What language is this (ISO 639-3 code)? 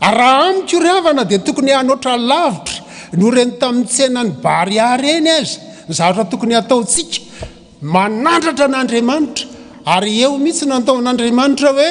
mlg